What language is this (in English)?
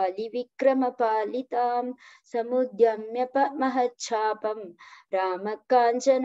Sanskrit